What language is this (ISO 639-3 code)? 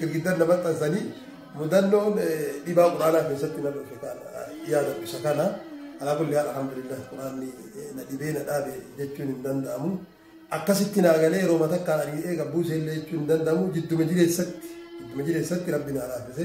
orm